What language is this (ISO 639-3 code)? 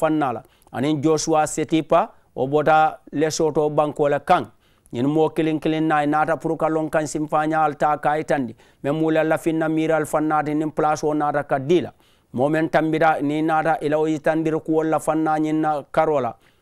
man